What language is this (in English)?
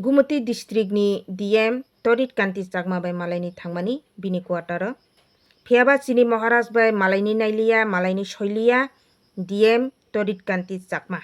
Kok Borok